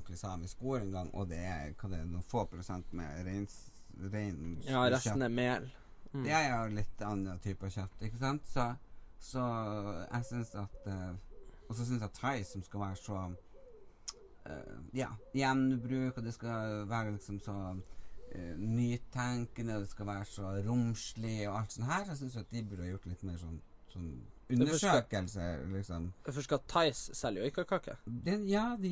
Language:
Norwegian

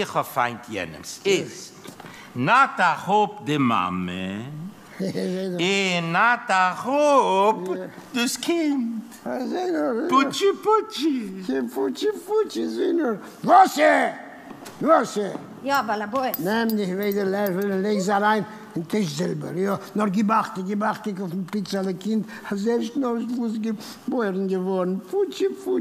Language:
Yiddish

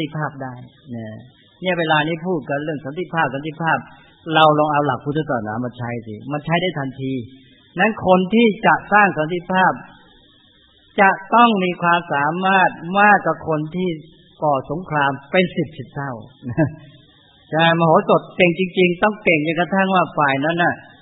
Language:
Thai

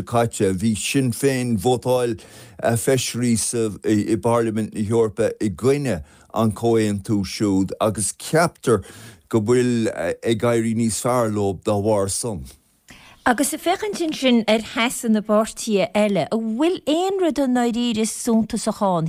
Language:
Irish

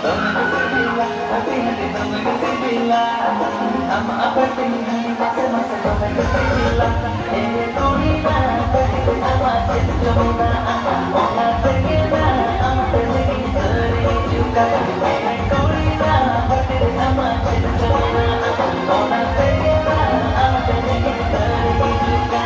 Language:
Santali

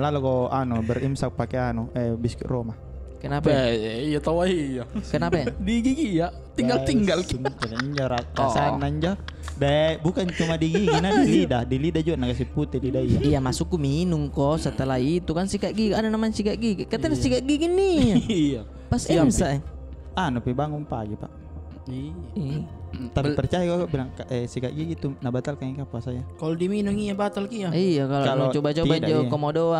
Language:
Makassar Malay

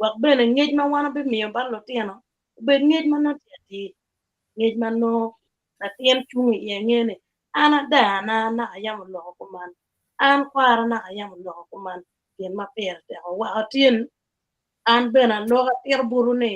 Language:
Acoli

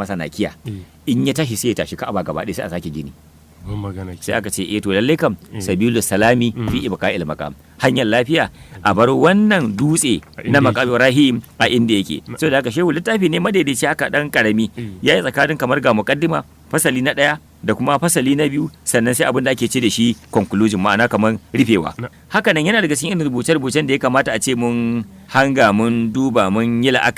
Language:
Hausa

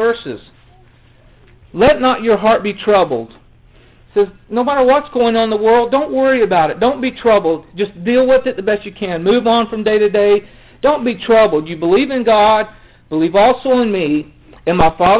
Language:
English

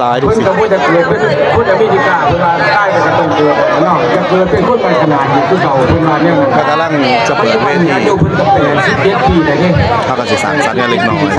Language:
Northeastern Thai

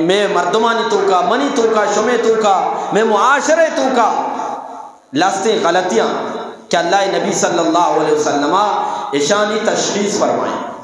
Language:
Eastern Balochi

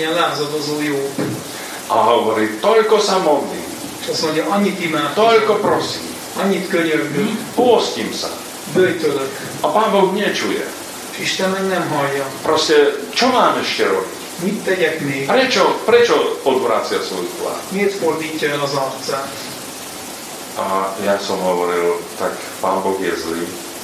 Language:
Slovak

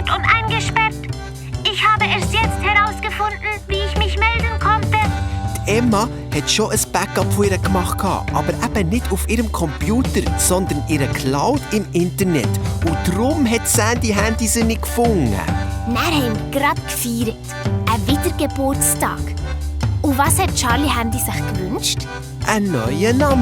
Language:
Swiss German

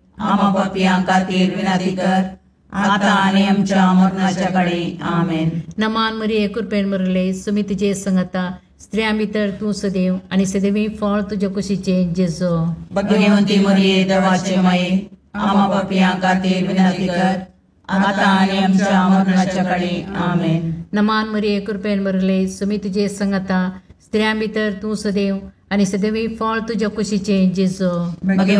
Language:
Konkani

